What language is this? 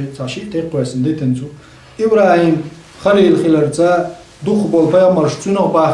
Chechen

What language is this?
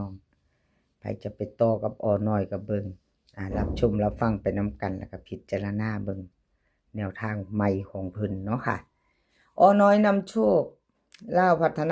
Northeastern Thai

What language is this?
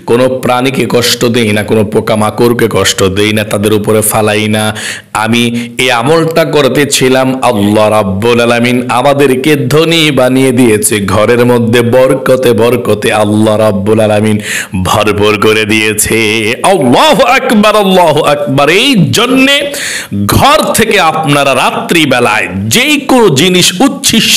Bangla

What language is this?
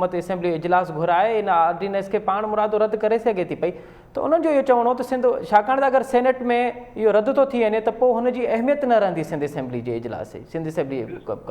Sindhi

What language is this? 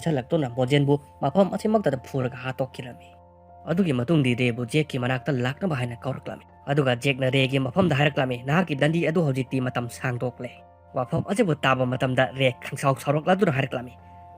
Manipuri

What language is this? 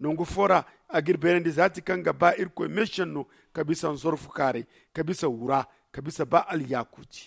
Zarma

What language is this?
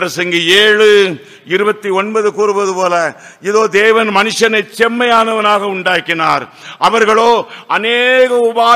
Tamil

